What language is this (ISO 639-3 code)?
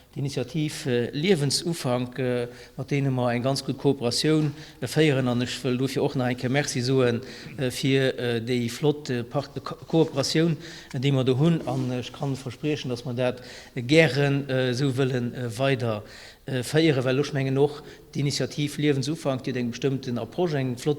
ltz